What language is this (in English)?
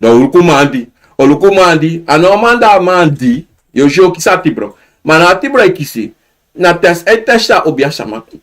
Sranan Tongo